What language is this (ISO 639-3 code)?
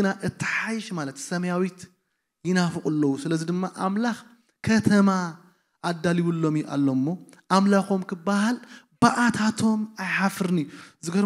tir